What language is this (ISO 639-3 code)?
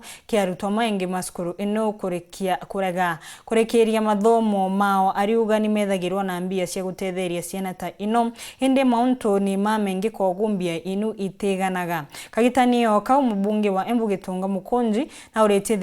mer